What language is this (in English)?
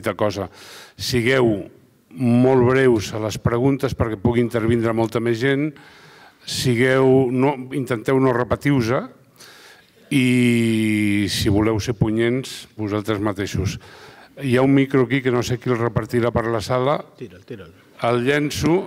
Catalan